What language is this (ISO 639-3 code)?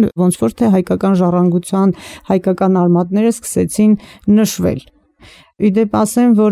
hye